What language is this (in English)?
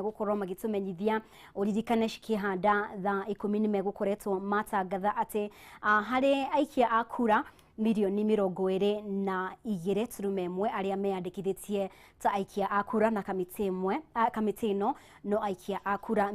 Kikuyu